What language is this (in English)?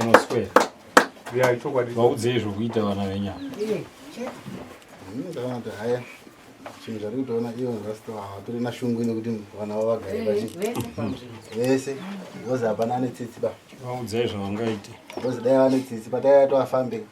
Shona